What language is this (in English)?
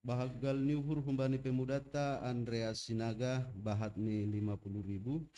Batak Simalungun